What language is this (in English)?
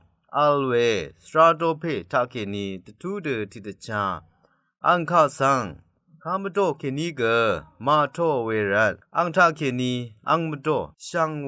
Rawang